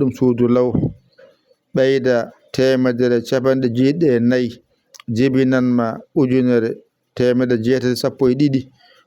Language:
Fula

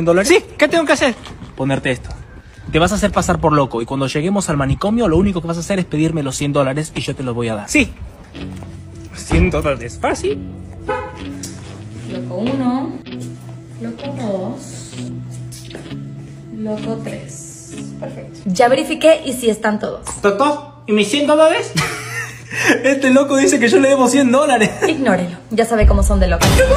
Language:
Spanish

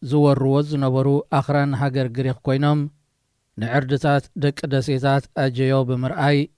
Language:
Tigrinya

